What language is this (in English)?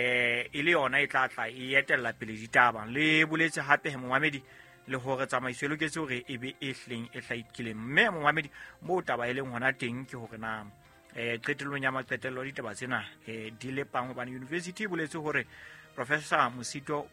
Southern Sotho